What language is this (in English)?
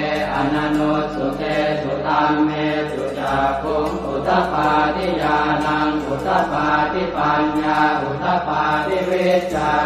Pali